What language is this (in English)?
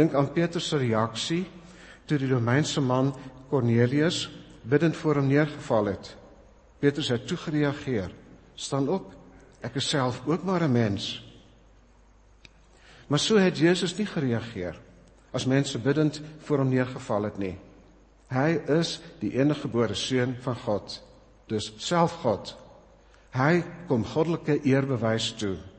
Afrikaans